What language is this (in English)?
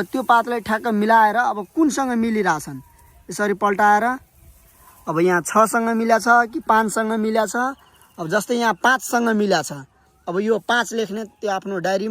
Nepali